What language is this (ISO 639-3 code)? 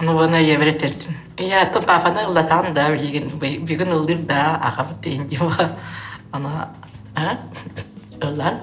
sah